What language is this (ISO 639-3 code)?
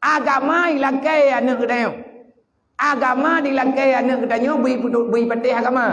ace